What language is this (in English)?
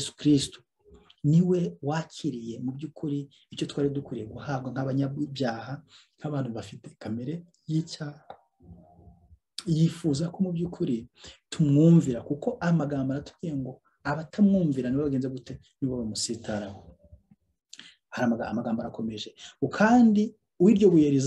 Kinyarwanda